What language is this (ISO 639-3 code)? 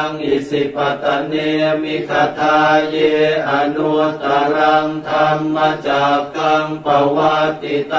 pli